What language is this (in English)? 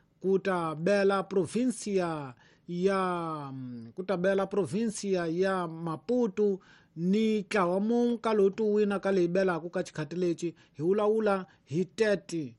Tsonga